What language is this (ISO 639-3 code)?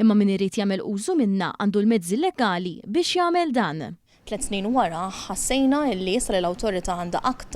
mlt